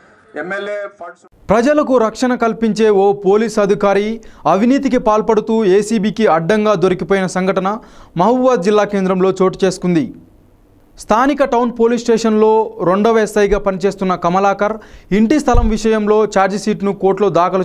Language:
Telugu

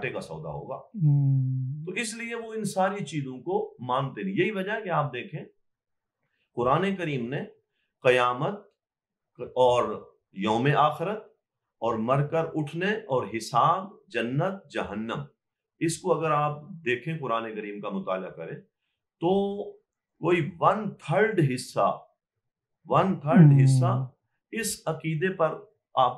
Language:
Urdu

